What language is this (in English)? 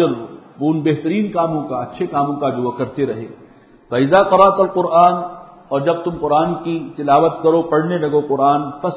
Urdu